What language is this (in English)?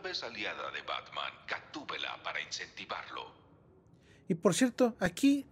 Spanish